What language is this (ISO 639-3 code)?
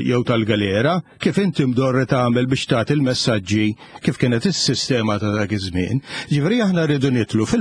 mlt